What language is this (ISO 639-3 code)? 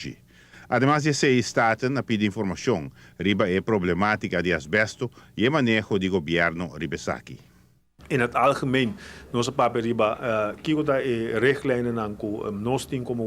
pap